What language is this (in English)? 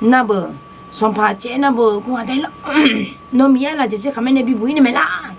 Akha